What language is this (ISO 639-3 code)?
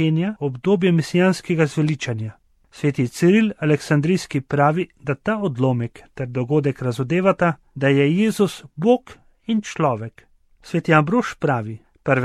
slv